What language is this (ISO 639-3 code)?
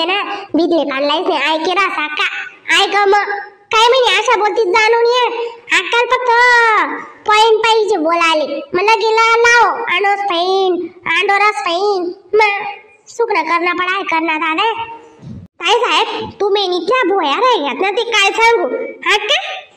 khn